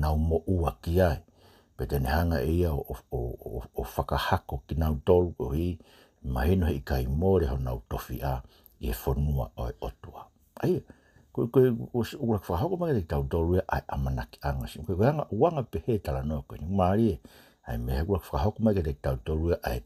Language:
Tongan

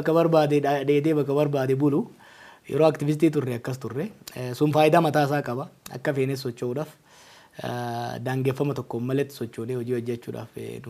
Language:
Oromo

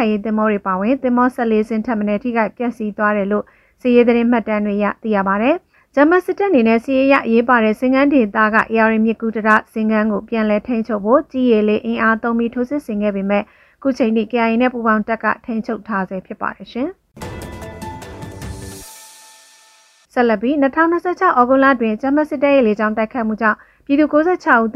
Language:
Burmese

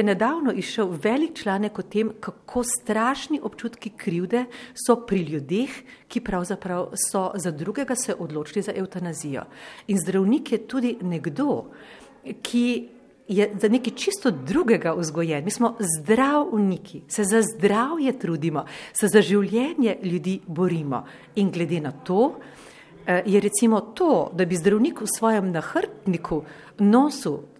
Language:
Slovenian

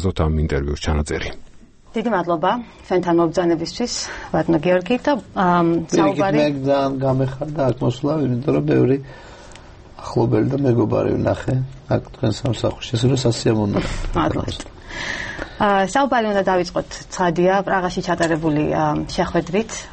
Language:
Georgian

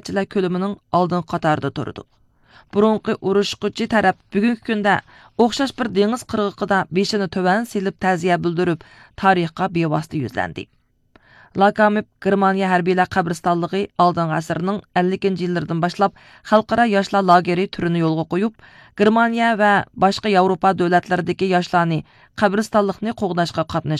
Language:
Uyghur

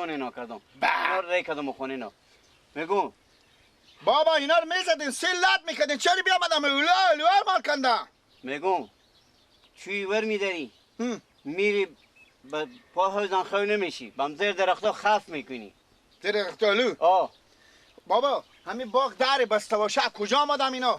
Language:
Persian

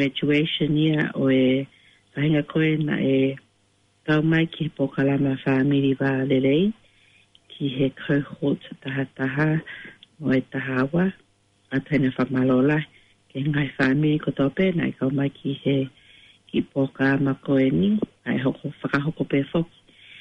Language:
Tongan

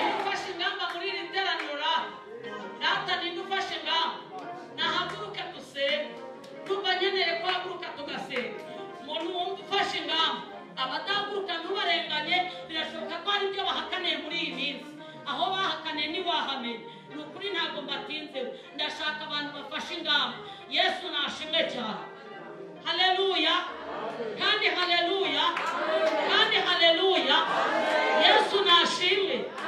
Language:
Kinyarwanda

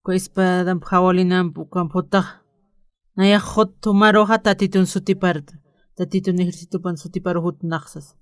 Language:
Aymara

